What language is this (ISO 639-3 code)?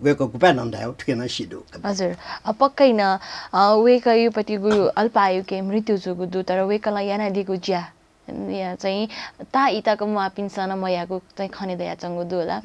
new